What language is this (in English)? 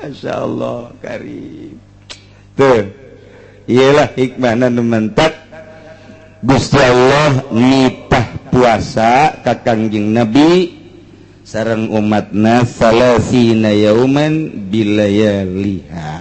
Sundanese